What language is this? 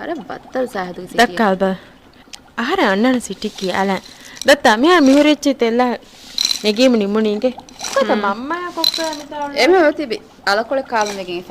Divehi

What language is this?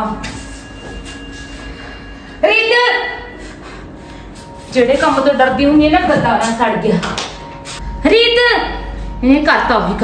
Punjabi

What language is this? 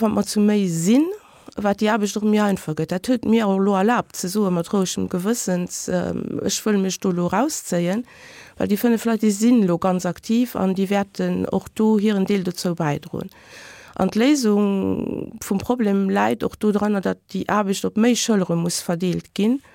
Luxembourgish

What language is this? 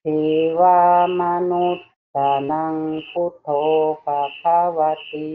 Lao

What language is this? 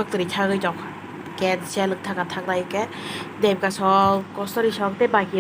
Kok Borok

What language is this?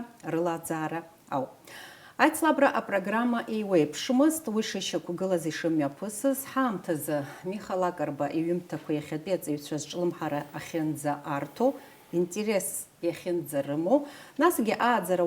Abkhazian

